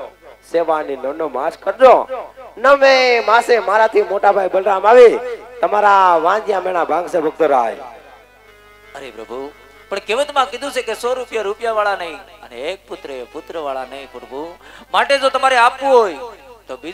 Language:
Gujarati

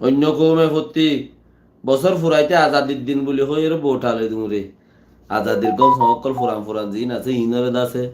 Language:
Rohingya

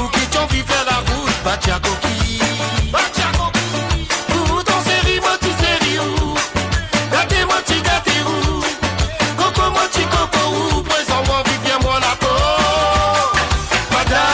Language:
Morisyen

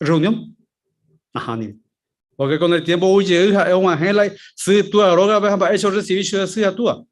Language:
Guarani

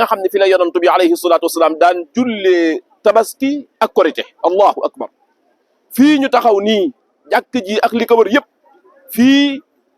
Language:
Wolof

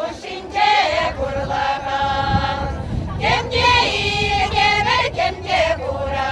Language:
Chuvash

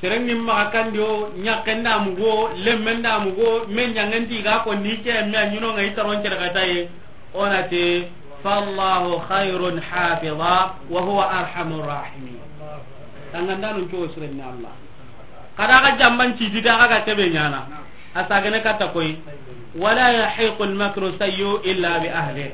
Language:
Soninke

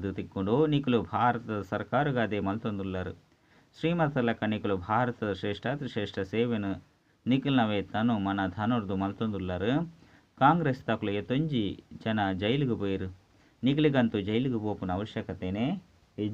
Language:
Tulu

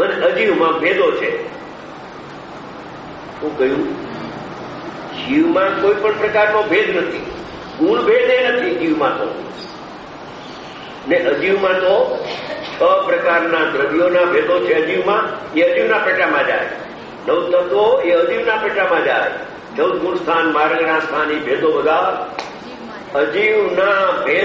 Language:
Gujarati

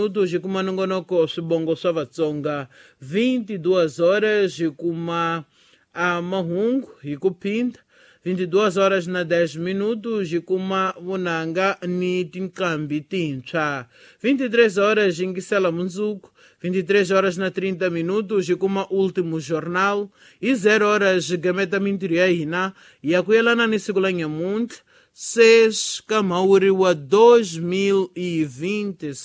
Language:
Tsonga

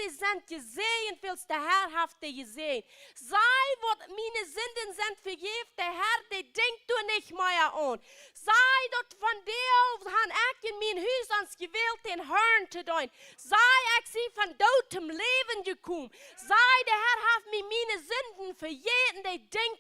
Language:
Plautdietsch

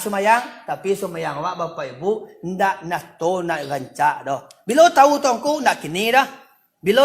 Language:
Minangkabau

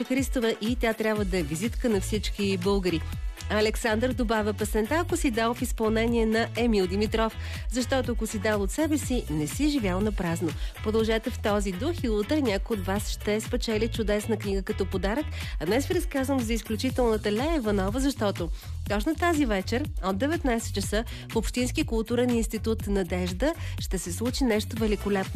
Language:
Bulgarian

